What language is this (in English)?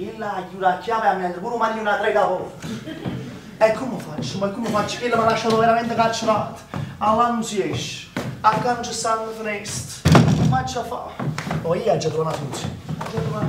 Neapolitan